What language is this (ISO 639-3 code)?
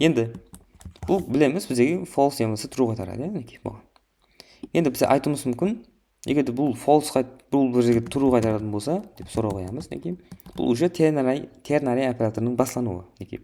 kaa